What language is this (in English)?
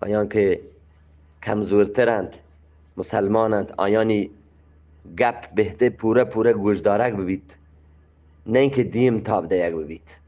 Eastern Balochi